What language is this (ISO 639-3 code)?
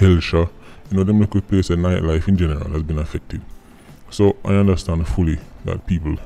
jam